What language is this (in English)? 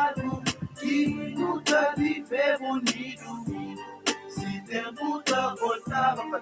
Kabuverdianu